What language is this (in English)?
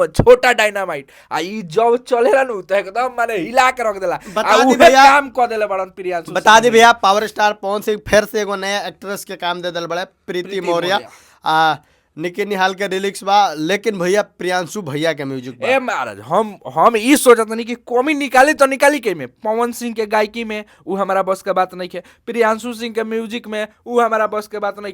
Bhojpuri